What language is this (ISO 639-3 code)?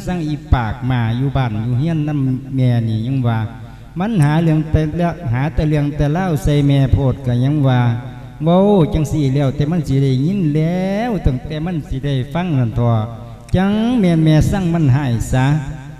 lao